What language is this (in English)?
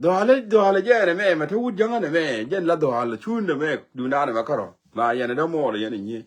Nuer